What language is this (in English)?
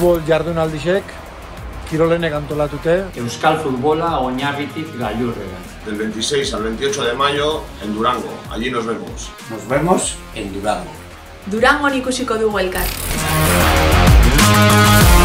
Basque